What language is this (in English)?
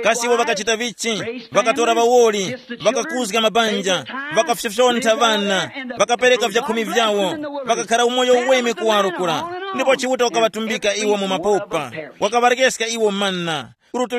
Tumbuka